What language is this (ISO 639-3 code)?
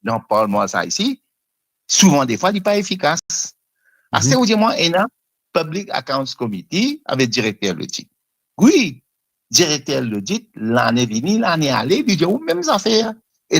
mfe